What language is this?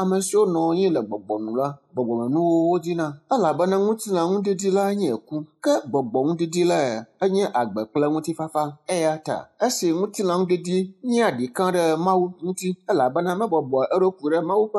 Ewe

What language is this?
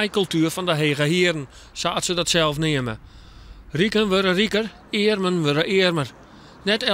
Western Frisian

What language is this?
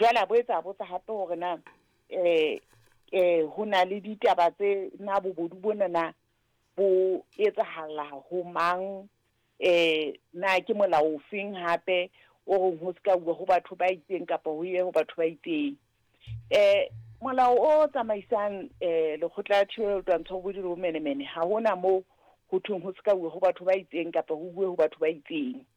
Southern Sotho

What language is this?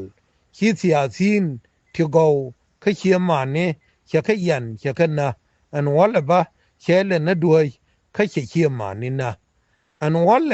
Nuer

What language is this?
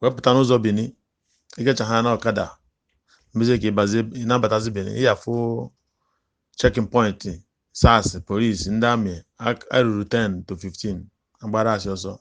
Igbo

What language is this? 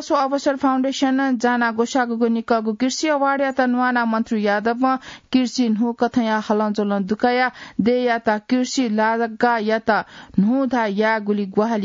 Newari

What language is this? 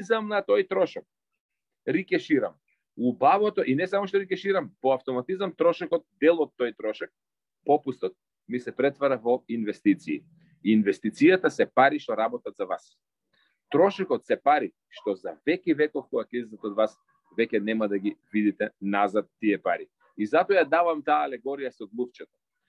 Macedonian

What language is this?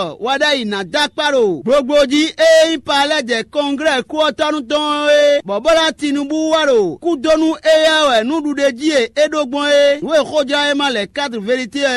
Fon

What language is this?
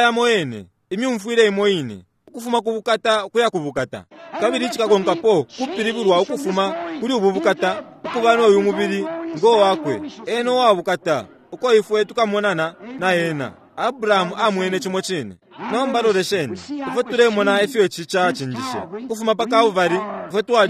Bemba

